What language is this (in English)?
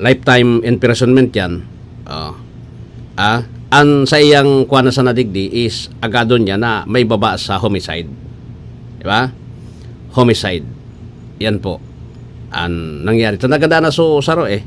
Bikol